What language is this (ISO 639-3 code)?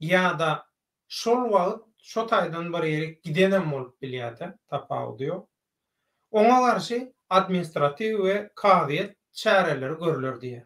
tuk